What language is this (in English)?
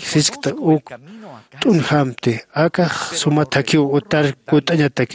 Aymara